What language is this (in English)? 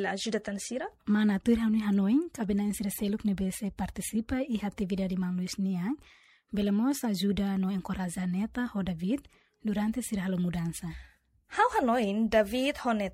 Tetum